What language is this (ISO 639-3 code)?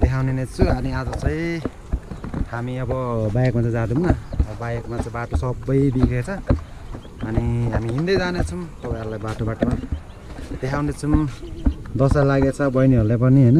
nep